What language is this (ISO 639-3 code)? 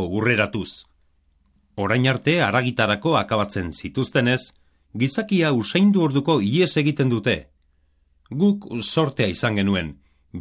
eus